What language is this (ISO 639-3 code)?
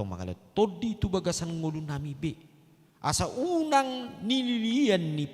bbc